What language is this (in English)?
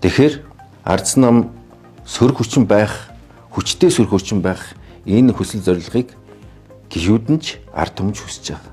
Mongolian